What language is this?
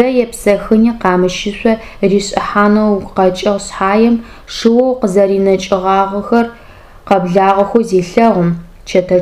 Adyghe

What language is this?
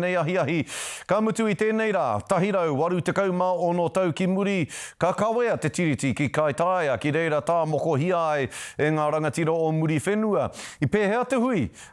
Māori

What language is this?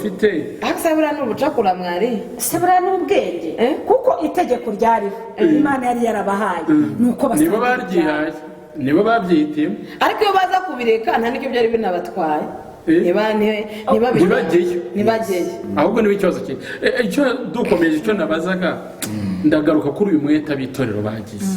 Kinyarwanda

